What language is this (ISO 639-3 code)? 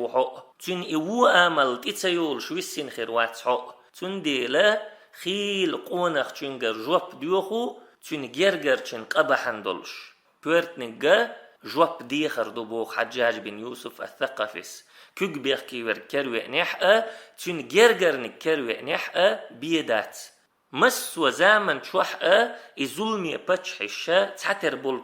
che